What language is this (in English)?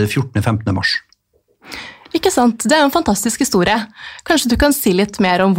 Norwegian